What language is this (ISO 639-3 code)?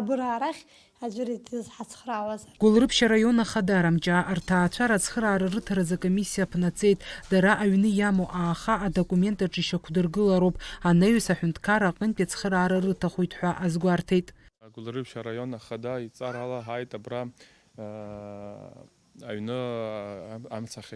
abk